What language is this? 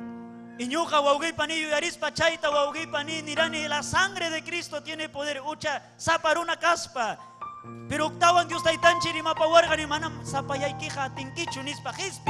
Ayacucho Quechua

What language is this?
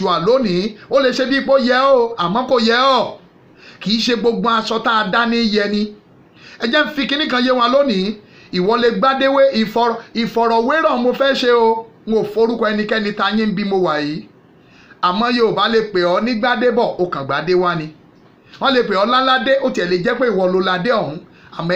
Yoruba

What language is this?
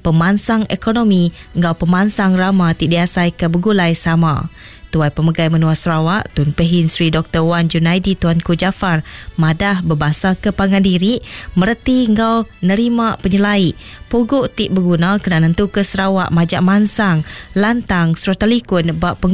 Iban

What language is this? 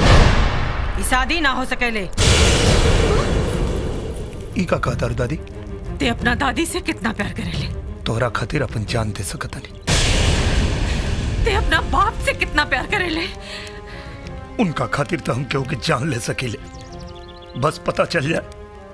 Bhojpuri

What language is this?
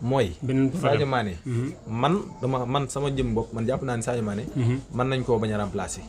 Wolof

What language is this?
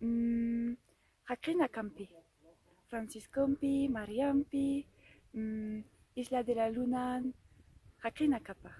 Aymara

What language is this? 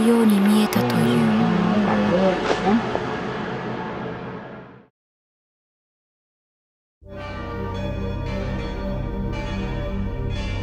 Japanese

